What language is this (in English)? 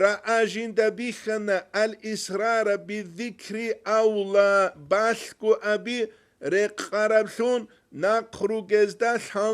Avaric